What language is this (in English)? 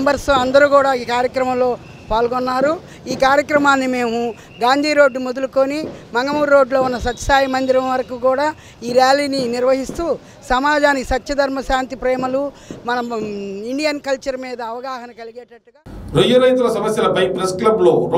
Telugu